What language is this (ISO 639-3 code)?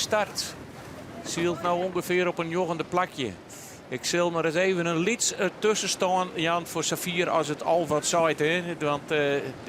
fry